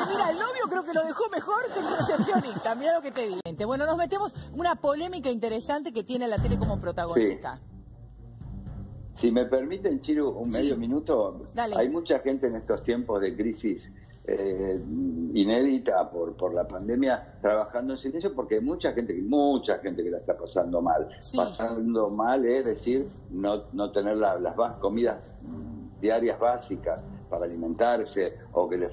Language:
Spanish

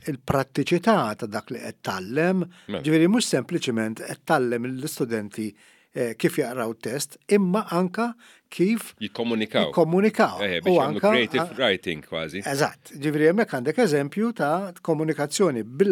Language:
Maltese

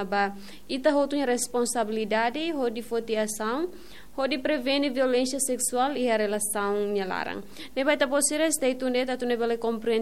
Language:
Tetum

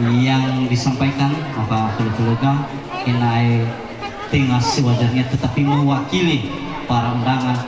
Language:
Nias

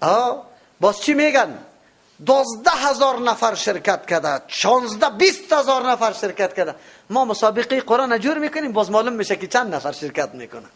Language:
Persian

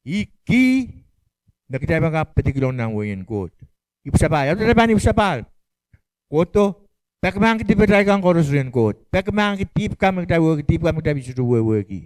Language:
Pohnpeian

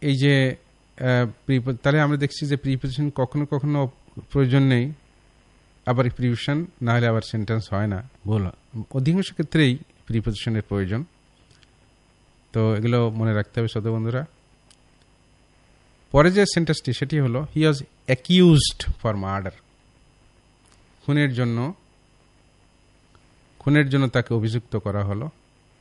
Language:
Bangla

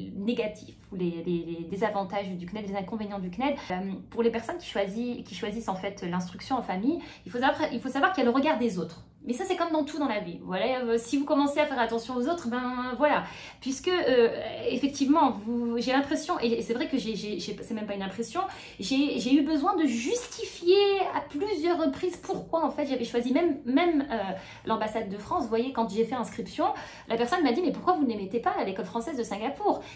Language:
French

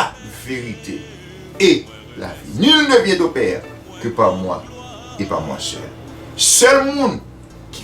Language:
Haitian Creole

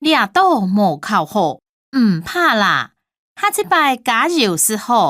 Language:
Hakka Chinese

